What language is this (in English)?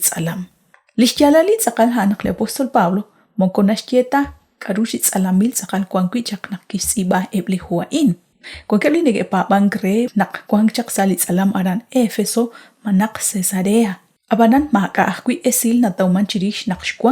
Kekchí